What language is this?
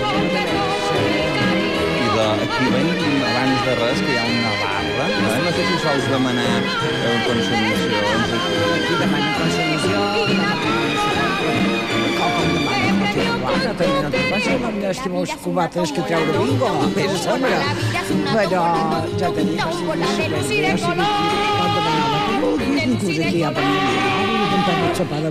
Catalan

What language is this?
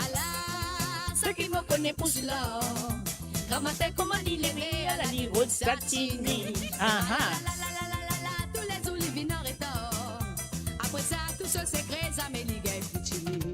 Morisyen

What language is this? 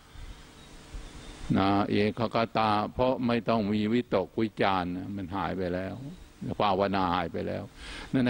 Thai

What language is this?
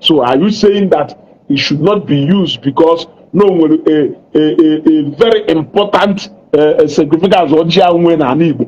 Igbo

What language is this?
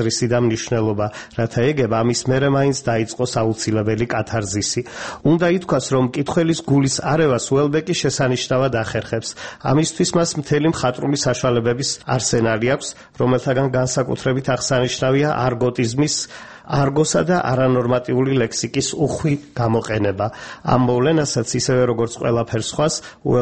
Georgian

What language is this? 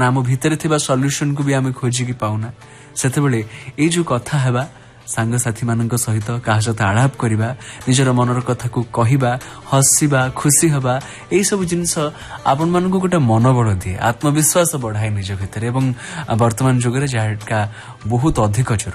Odia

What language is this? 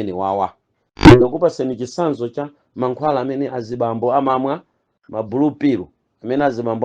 Nyanja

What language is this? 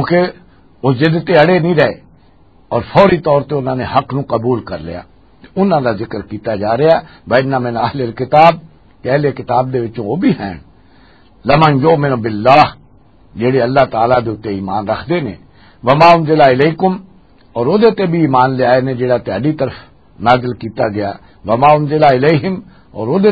Western Panjabi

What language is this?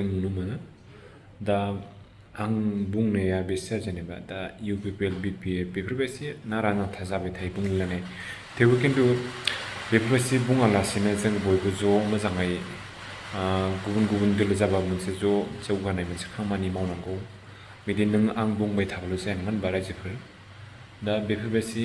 Bodo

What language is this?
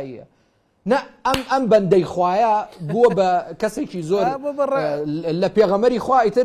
Central Kurdish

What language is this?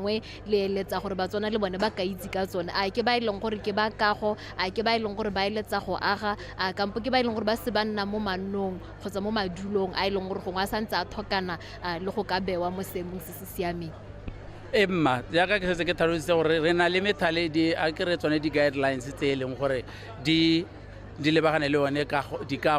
Tswana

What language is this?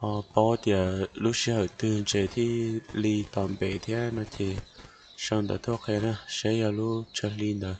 Hmong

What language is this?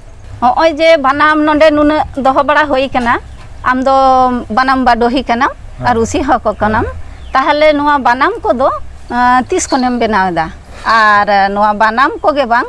Santali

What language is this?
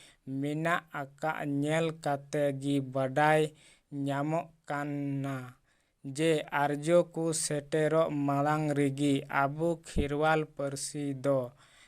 Santali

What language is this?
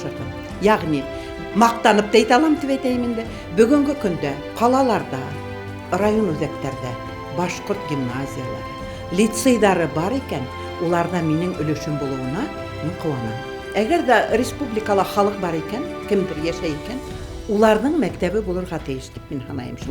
Bashkir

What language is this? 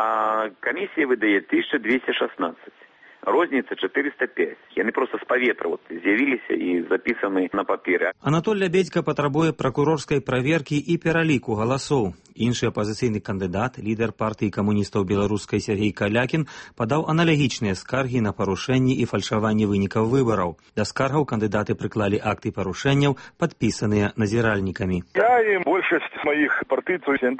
Belarusian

